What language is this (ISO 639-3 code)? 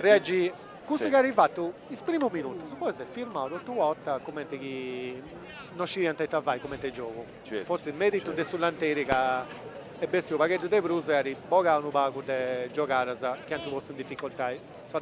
srd